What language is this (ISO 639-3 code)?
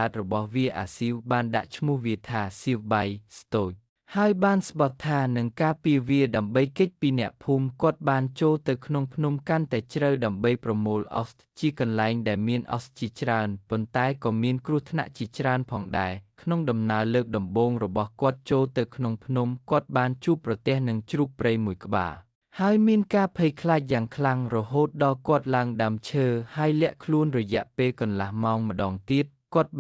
khm